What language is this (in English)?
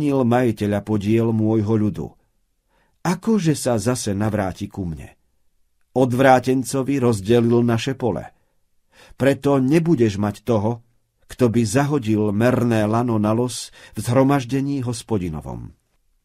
Slovak